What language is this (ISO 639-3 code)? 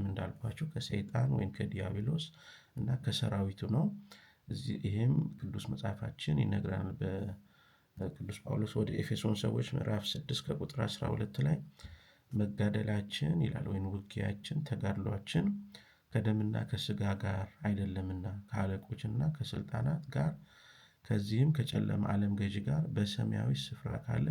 amh